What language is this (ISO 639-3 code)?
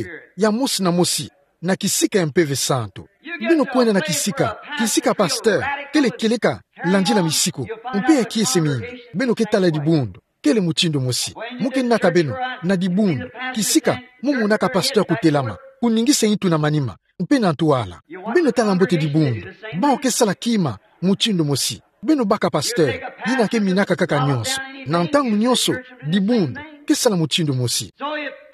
ktu